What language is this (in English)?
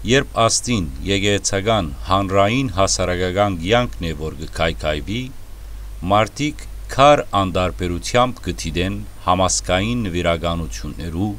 Western Armenian